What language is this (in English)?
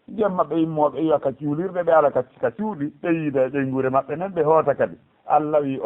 Fula